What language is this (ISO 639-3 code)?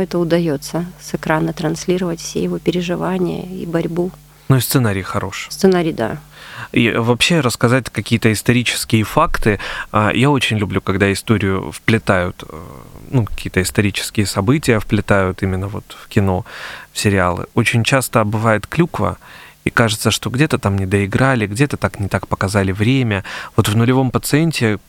rus